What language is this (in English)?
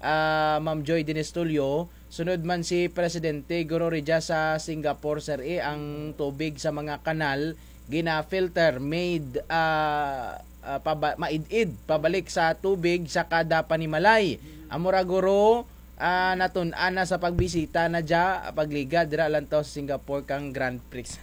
Kinaray-a